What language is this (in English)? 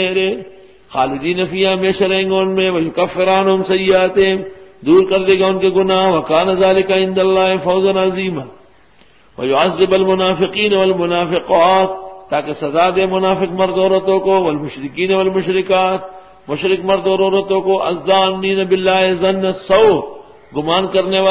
Urdu